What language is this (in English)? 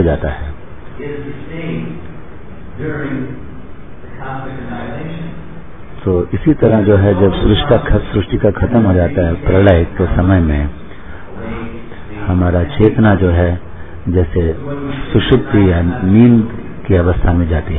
Hindi